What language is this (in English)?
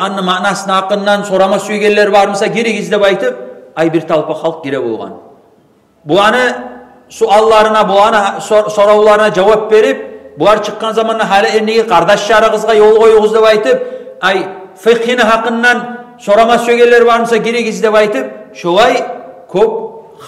Kumyk